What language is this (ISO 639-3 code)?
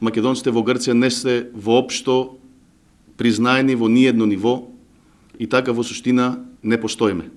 mkd